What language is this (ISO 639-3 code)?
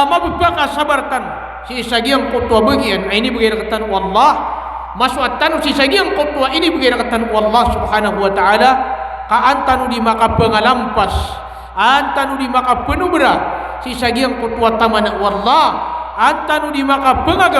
mrw